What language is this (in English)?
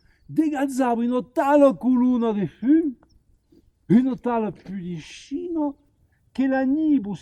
Occitan